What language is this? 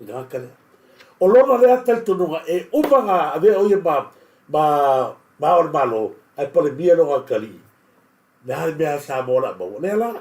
Samoan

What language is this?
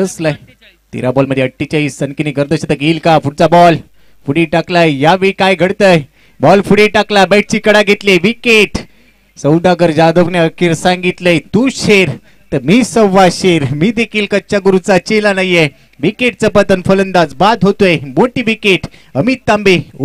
Marathi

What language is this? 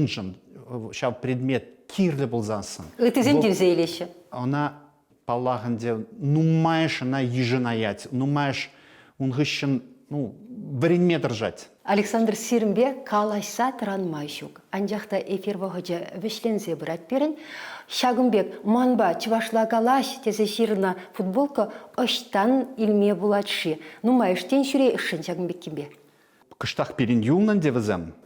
Chuvash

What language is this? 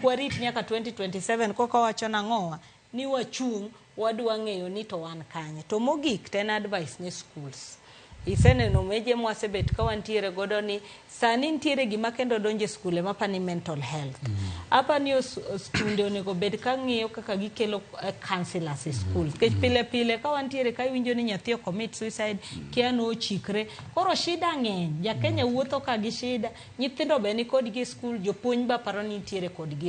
Luo (Kenya and Tanzania)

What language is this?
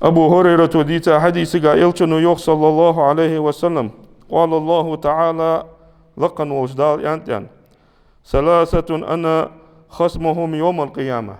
Ingush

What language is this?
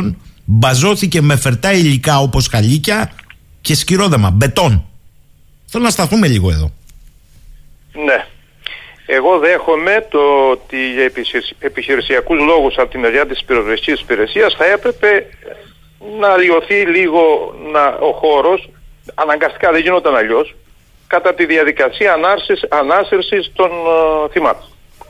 Greek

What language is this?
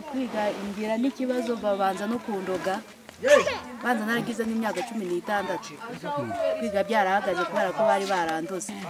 Kinyarwanda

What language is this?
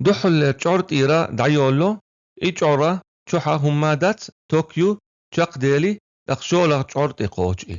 Chechen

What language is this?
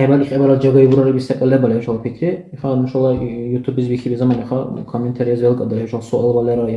Dargwa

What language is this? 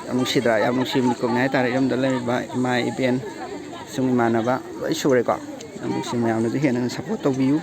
Manipuri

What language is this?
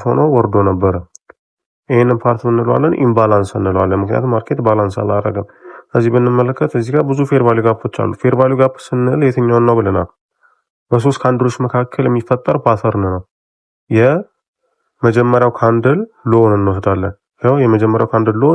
Amharic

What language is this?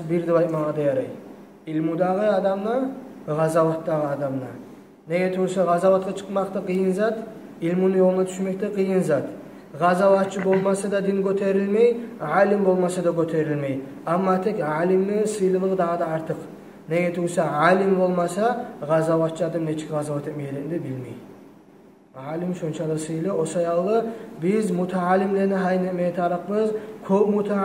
Kumyk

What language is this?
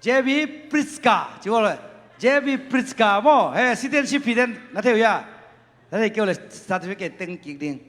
Tedim Chin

